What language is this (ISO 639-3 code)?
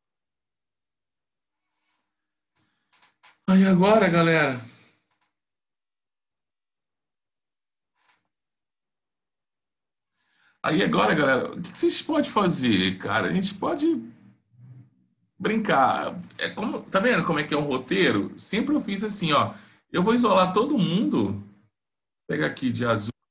por